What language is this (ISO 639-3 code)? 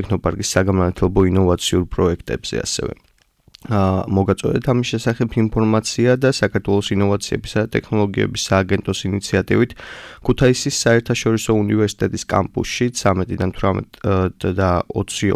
kat